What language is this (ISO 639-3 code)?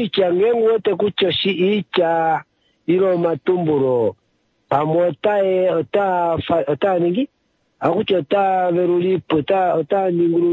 kua